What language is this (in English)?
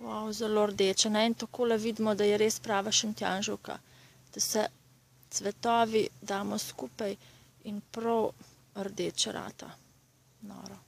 Slovenian